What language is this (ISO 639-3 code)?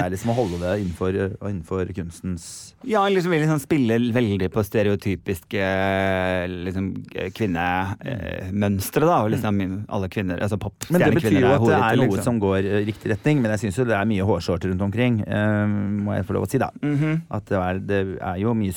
nor